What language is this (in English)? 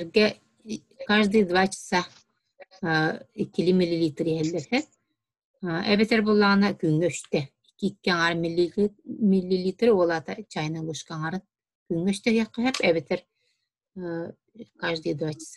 Yakut